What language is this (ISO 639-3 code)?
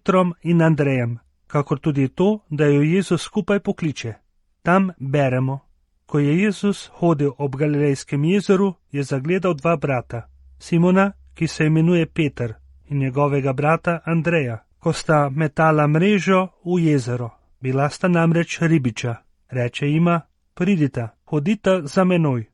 slv